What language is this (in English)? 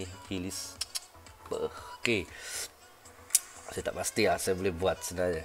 Malay